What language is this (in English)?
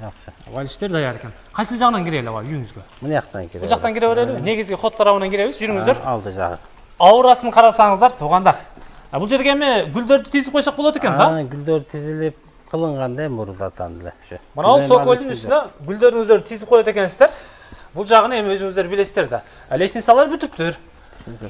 Kyrgyz